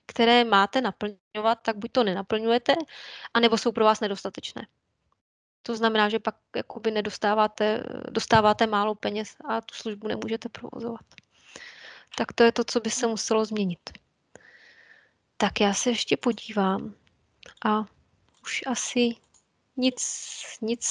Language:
Czech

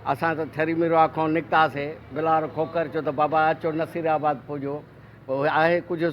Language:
Sindhi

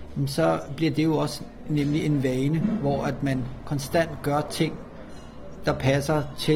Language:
Danish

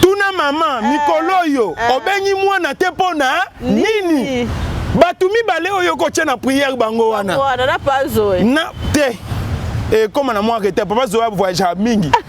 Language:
Lingala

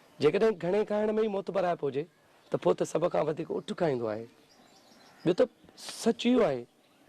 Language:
Sindhi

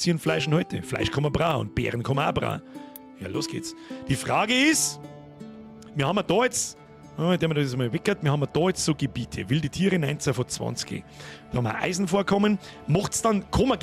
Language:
Bavarian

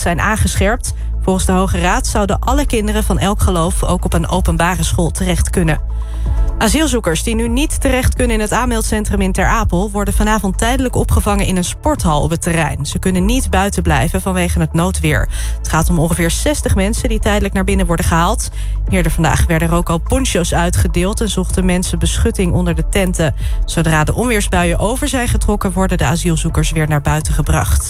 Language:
Dutch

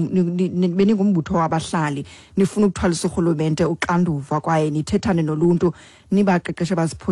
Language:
Xhosa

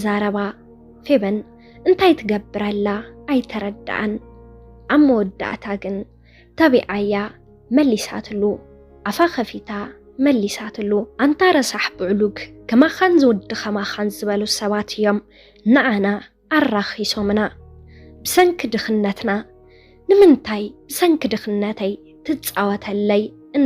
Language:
Tigrinya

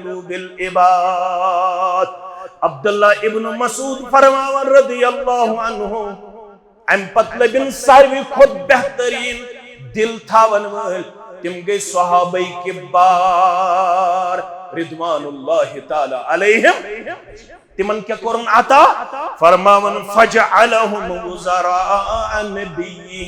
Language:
Kashmiri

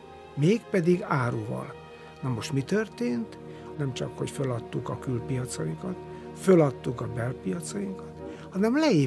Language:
Hungarian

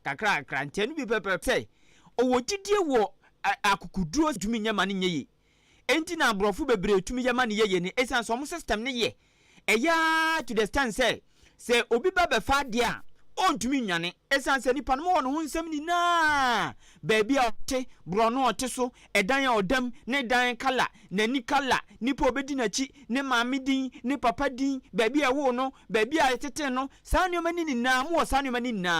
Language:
Akan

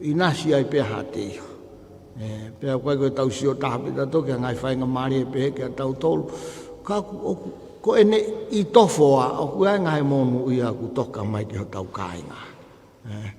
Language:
Tongan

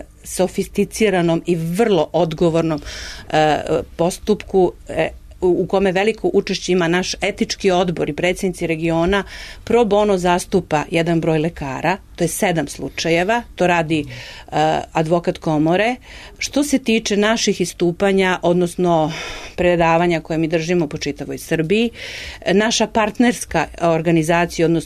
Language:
Serbian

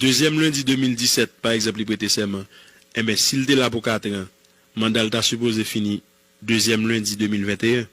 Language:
Haitian Creole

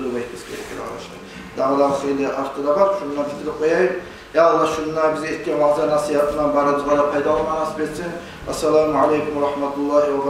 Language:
Kumyk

